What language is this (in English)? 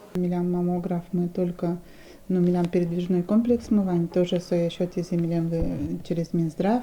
Udmurt